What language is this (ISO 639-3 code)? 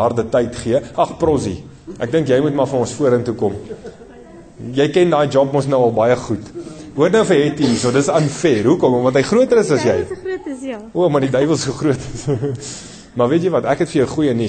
afr